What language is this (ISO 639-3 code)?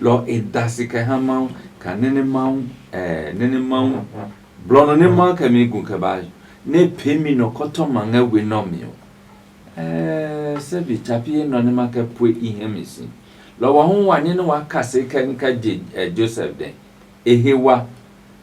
ada